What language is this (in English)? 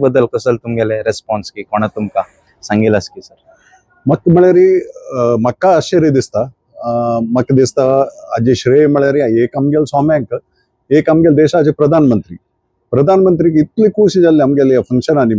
Konkani